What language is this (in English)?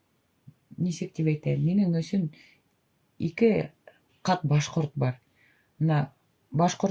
Bashkir